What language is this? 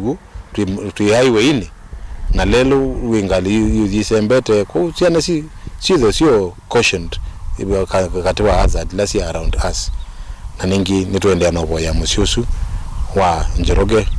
Kamba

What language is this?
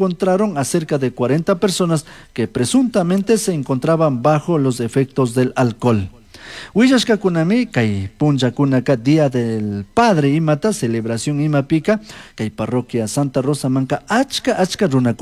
Chimborazo Highland Quichua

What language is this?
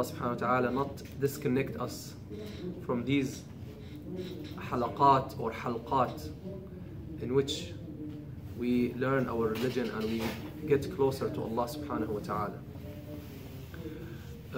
English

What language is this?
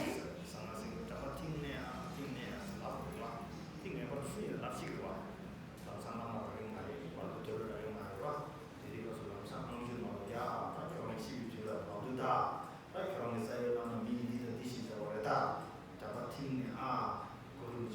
Tibetan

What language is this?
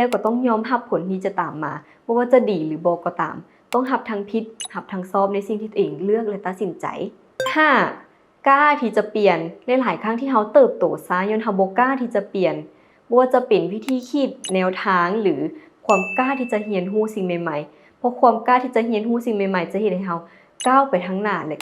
Lao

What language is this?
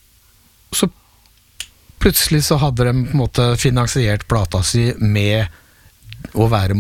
Norwegian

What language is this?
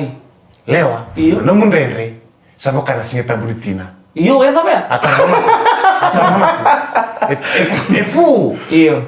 Fijian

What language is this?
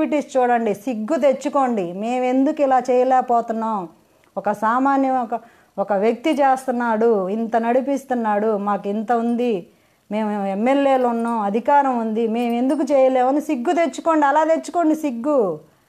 Telugu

